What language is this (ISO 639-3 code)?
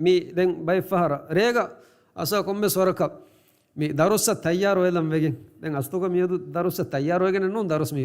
div